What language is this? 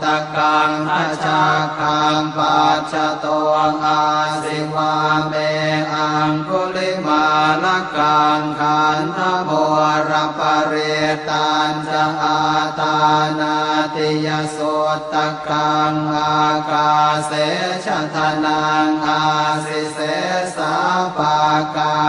Pali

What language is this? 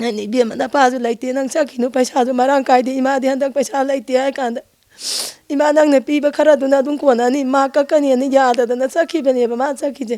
Manipuri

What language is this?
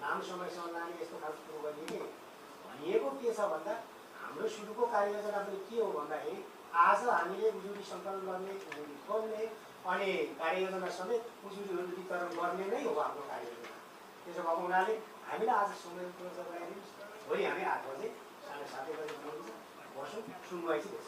Nepali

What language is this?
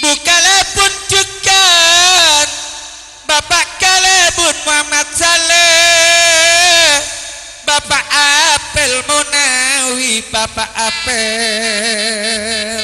Madurese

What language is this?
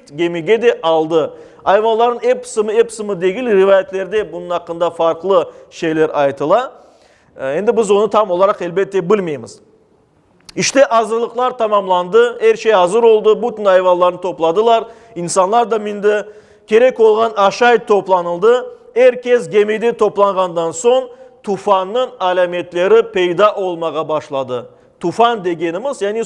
Crimean Tatar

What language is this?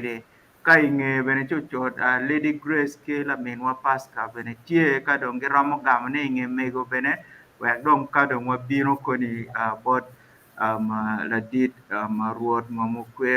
Acoli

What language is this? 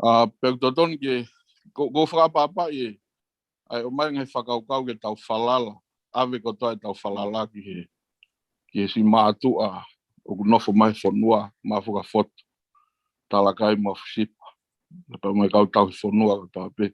Tongan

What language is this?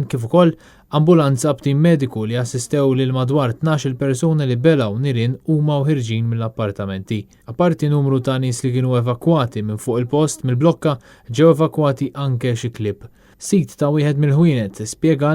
Maltese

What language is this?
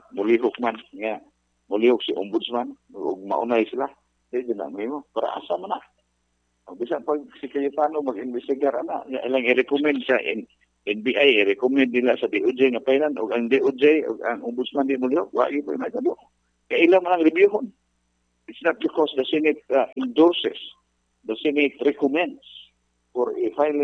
Cebuano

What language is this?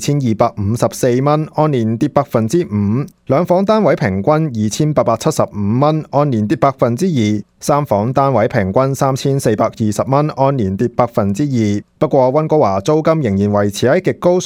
Cantonese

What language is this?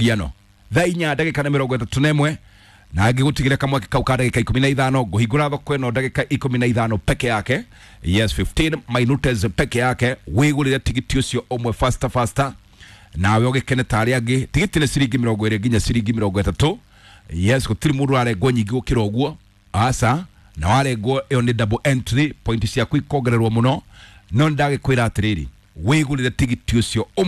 Kikuyu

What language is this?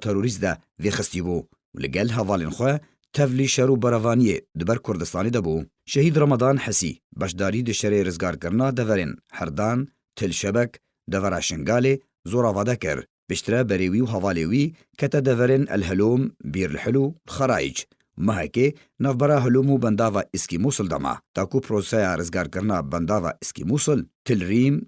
Kurdish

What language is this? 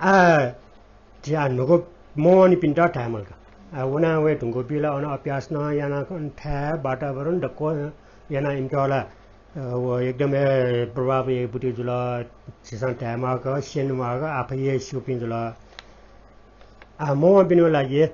Newari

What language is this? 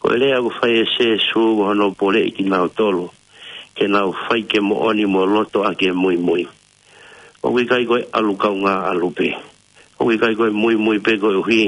Tongan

